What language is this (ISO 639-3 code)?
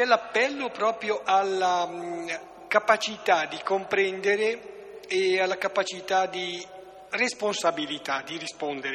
ita